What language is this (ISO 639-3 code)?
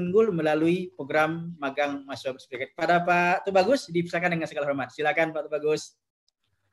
ind